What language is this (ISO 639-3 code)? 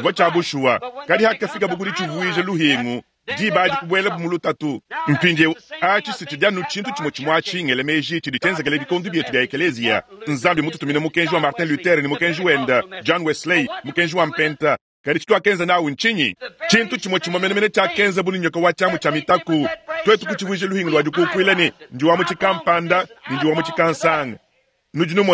lua